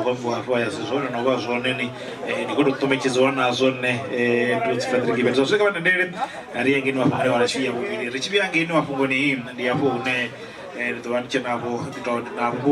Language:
Venda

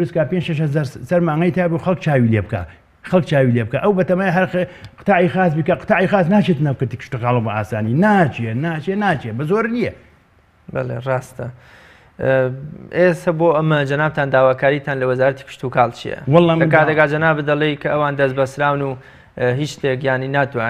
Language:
Central Kurdish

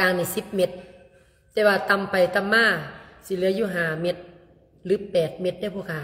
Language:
Lao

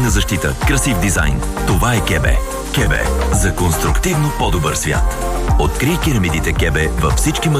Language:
Bulgarian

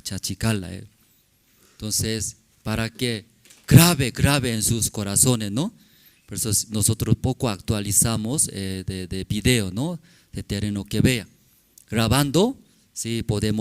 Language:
Aymara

